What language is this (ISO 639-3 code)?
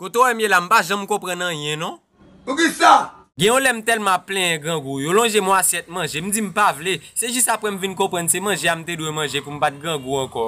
hat